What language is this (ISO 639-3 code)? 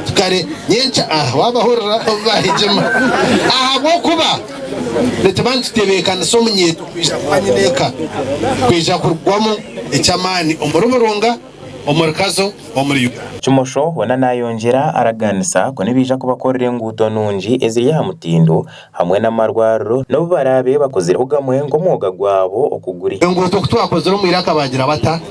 nyn